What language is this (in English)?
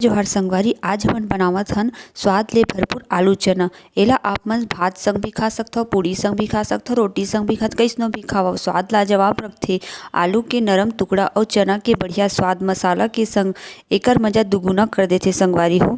Chhattisgarhi